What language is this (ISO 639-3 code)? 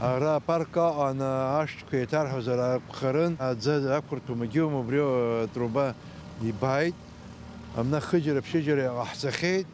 abk